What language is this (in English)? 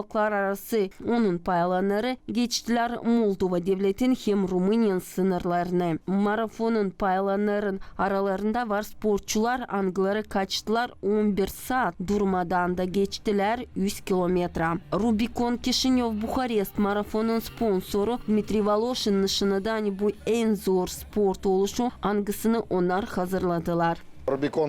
Gagauz